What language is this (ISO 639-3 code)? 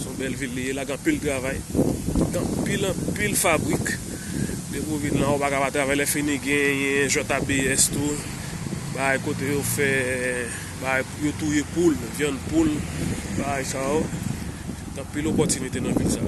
hat